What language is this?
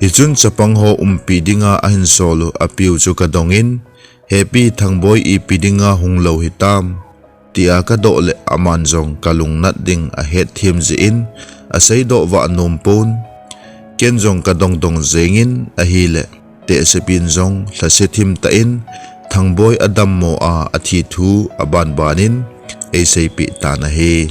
Thado Chin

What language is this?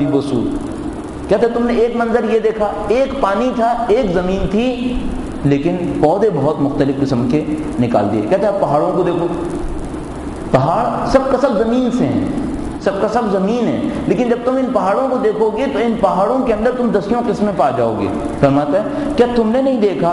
Urdu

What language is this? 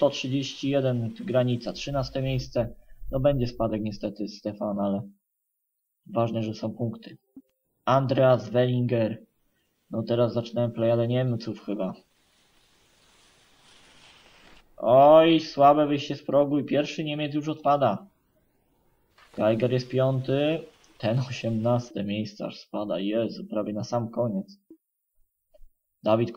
Polish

